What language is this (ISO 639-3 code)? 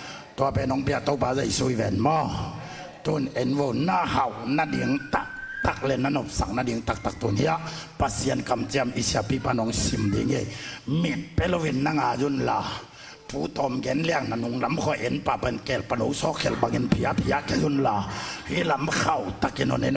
ctd